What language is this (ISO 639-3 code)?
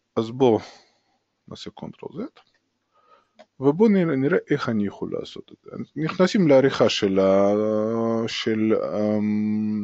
heb